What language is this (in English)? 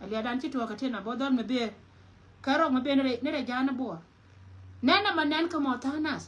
Nuer